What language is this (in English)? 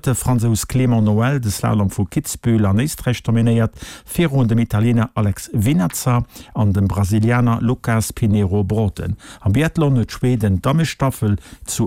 Luxembourgish